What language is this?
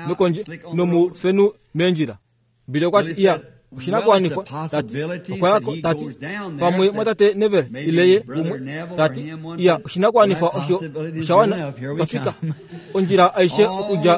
Kuanyama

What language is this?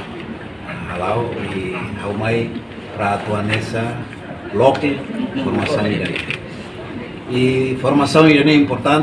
Tetum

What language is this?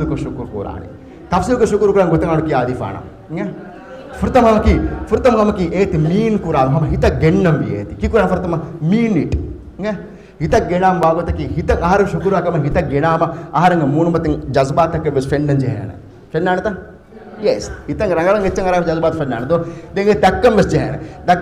Divehi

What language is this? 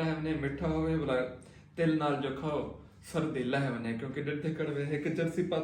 Saraiki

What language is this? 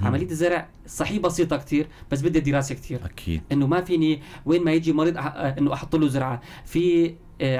North Levantine Arabic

